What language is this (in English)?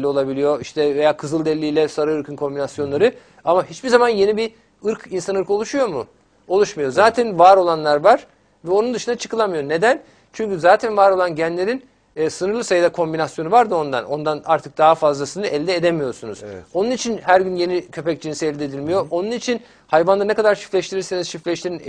Turkish